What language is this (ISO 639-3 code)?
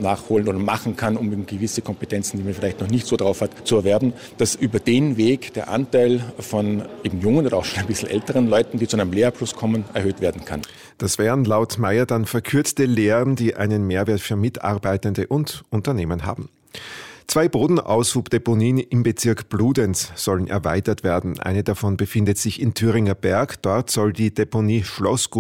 deu